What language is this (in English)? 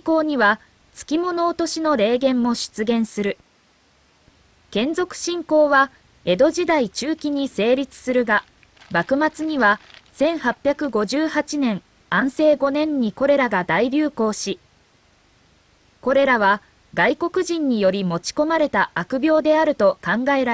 Japanese